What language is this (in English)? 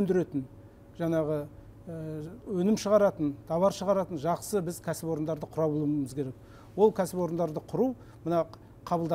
Kazakh